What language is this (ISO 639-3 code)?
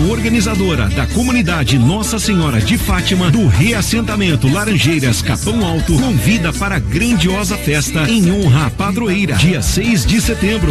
por